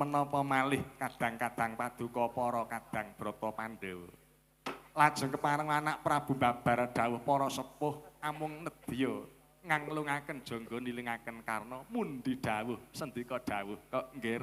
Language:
Javanese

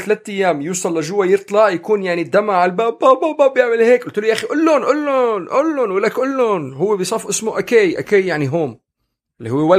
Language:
North Levantine Arabic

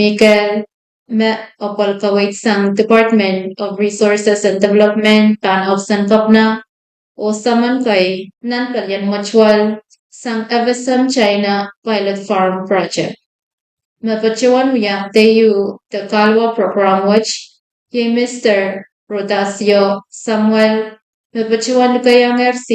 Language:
Pohnpeian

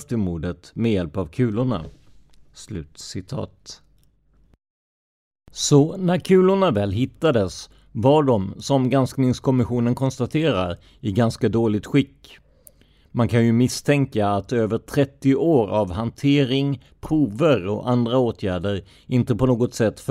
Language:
Swedish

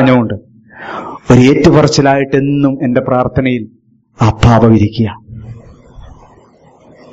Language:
Malayalam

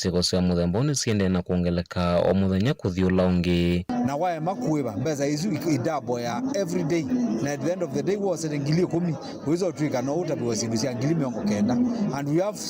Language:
Kamba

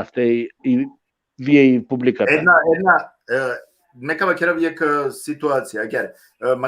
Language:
Balkan Romani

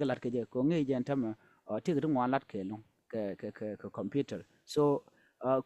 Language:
Nuer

